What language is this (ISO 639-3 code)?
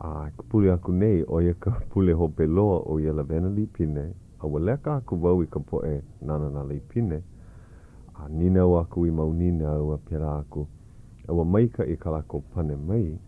haw